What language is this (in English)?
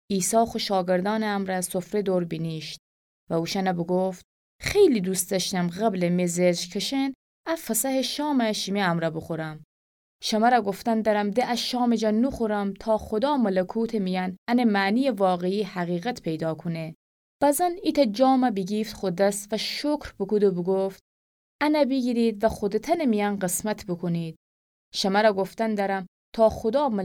Gilaki